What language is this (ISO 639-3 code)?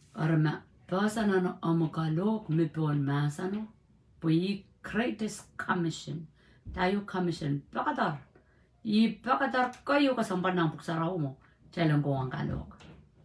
pon